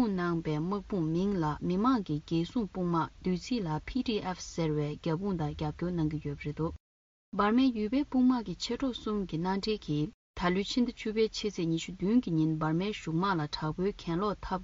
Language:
Tibetan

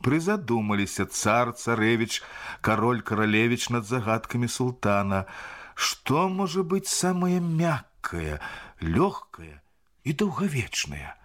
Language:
Belarusian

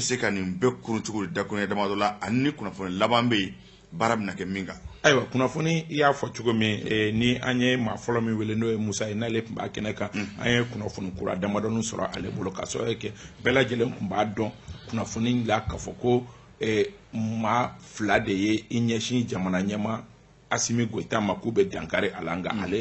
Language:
Bambara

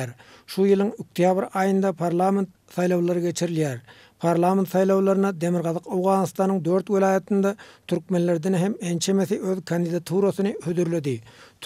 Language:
Turkmen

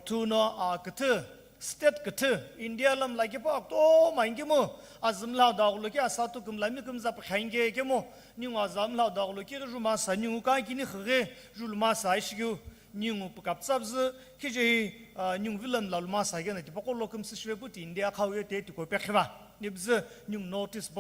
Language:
Sumi Naga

